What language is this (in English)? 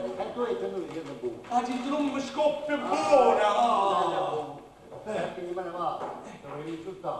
Neapolitan